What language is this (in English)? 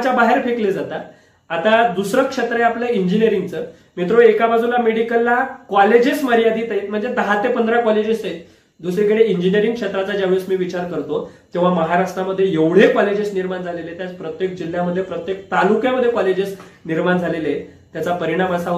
Marathi